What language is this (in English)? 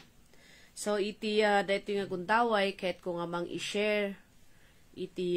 Iloko